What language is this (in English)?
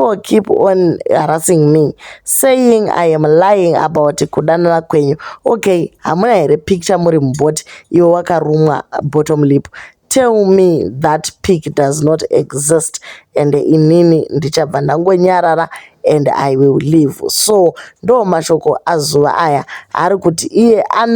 Shona